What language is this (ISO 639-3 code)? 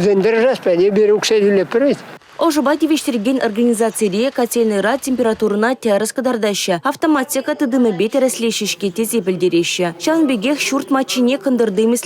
chv